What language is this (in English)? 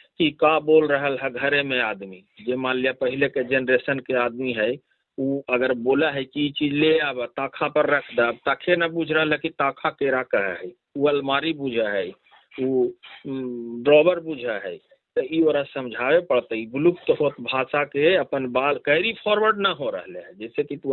Magahi